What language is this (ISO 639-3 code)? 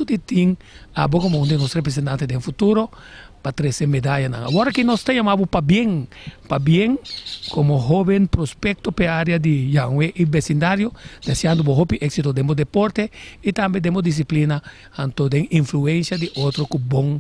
pap